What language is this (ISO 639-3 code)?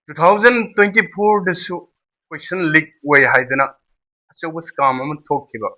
mni